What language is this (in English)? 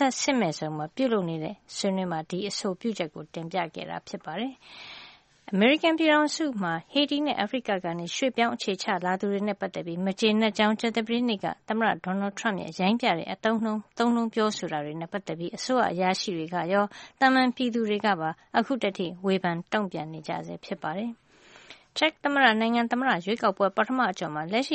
Burmese